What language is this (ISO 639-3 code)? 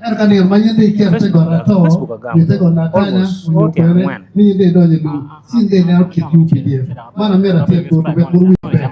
ach